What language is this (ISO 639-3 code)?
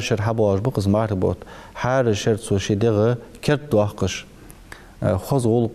inh